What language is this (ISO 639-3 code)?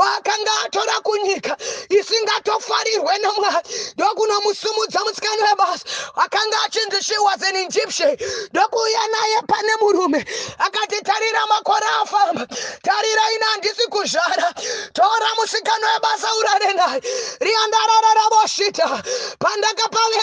sna